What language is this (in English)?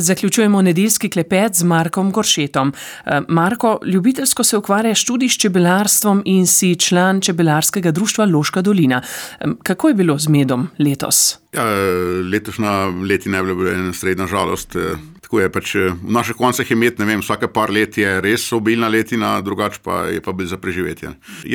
Slovenian